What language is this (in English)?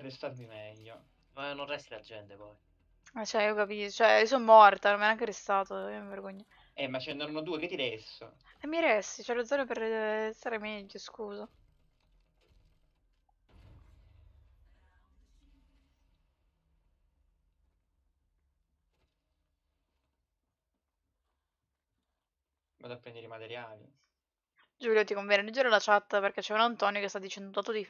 Italian